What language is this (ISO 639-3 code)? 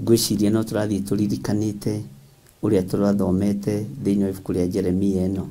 kik